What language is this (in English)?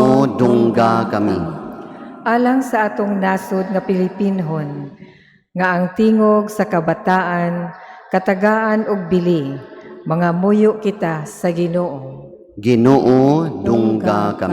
Cebuano